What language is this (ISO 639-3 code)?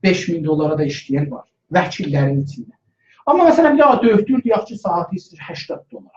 azb